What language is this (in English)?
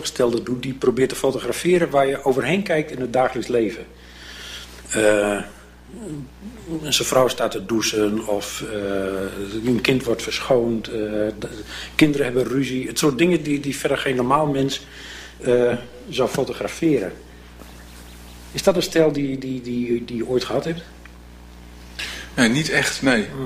Dutch